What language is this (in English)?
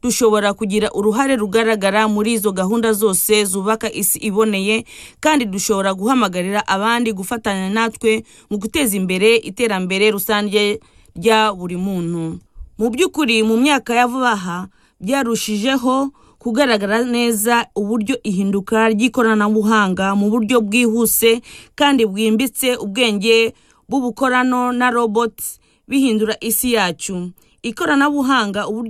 Kinyarwanda